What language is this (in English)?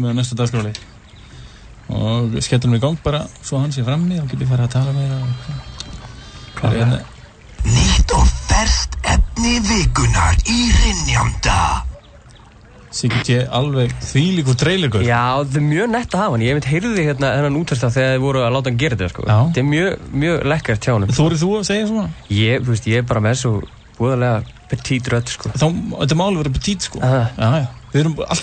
Icelandic